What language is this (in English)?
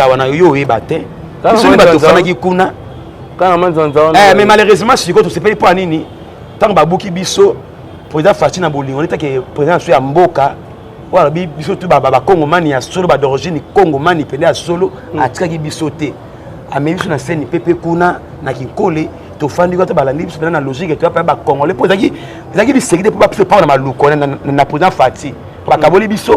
Lingala